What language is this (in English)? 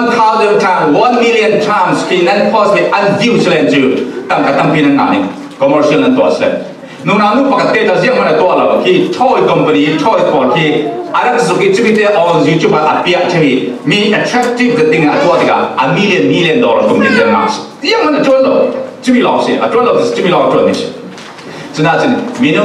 Falam Chin